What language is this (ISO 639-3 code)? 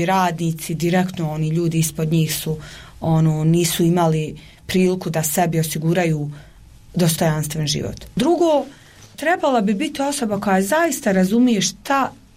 bos